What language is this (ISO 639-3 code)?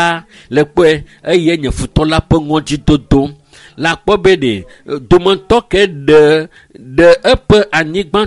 ewe